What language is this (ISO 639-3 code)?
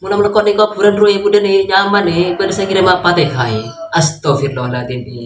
mad